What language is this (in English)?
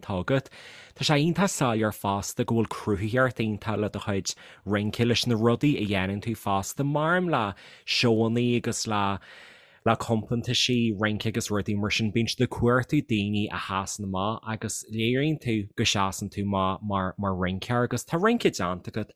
Irish